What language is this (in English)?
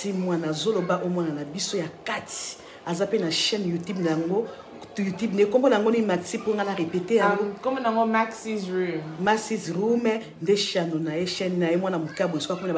Lingala